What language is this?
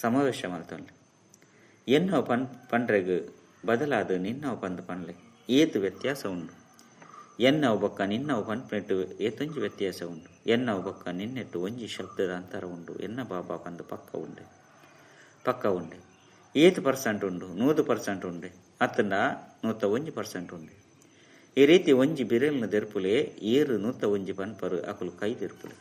Tulu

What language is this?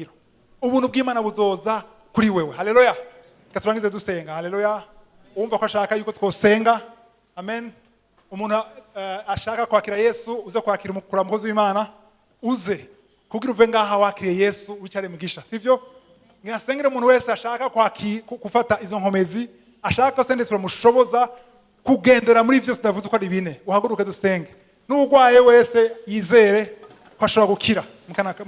Rundi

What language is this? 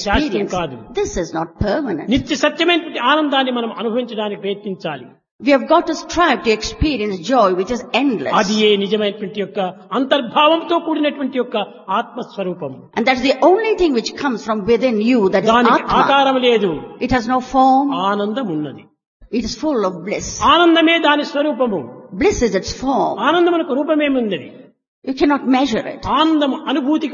Telugu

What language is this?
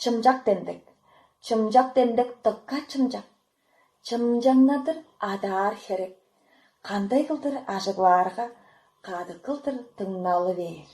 Tuvinian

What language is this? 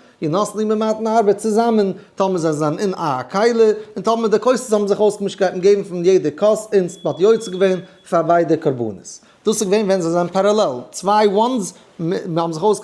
Yiddish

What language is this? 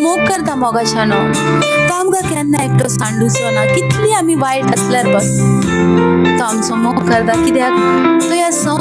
Konkani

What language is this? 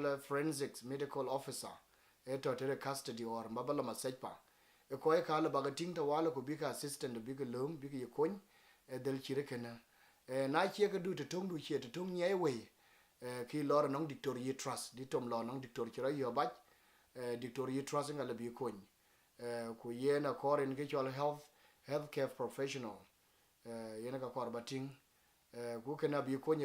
Dinka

